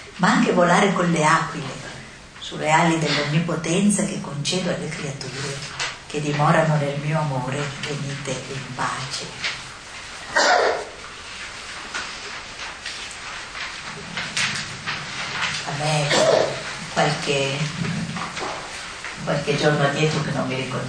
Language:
Italian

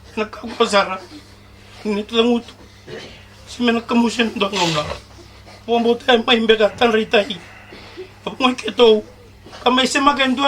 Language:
Fijian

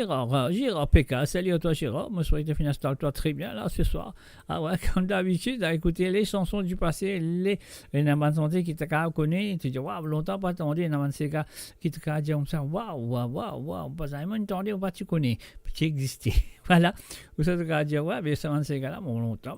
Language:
Morisyen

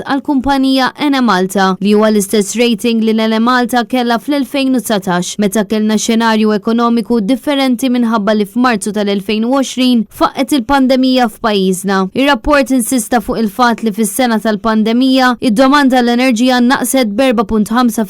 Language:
Maltese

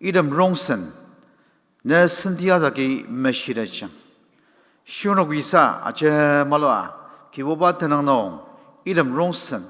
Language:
Ao Naga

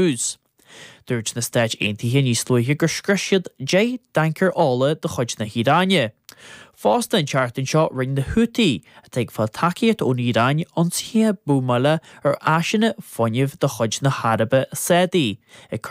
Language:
Irish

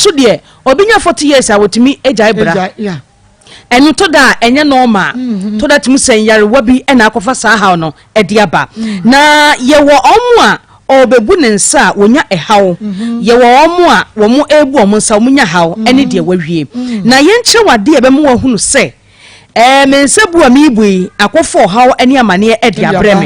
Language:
Akan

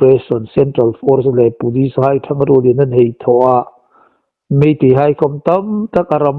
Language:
Hmar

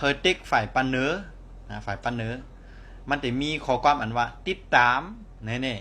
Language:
Shan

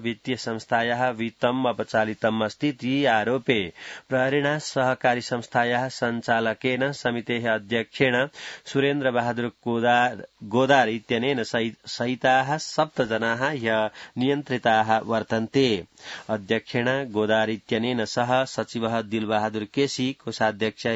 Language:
Sanskrit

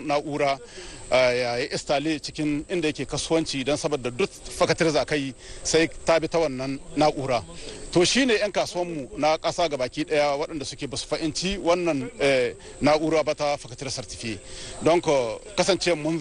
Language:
Hausa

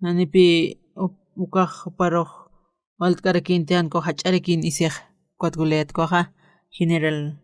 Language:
Aymara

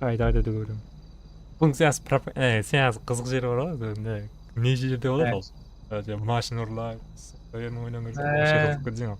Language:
Kara-Kalpak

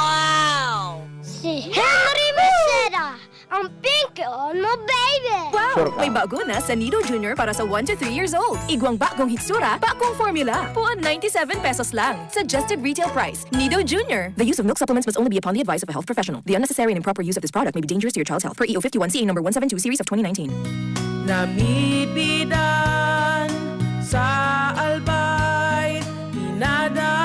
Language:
Bikol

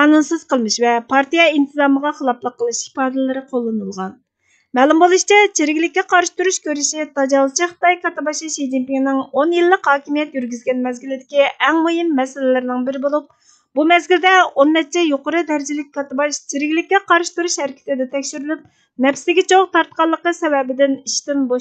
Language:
Uyghur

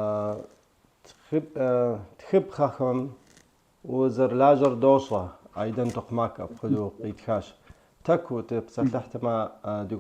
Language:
Kabardian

